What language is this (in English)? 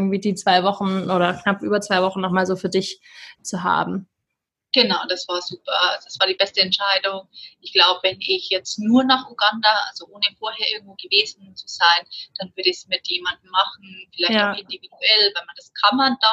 German